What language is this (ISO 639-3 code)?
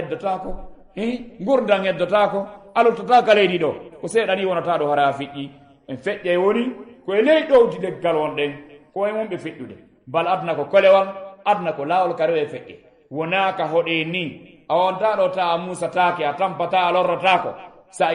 ful